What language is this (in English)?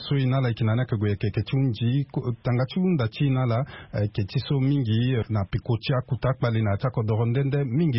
Sango